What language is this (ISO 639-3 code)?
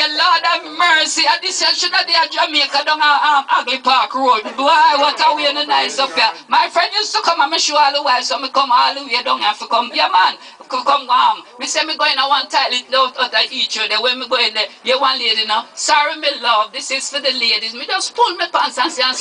jam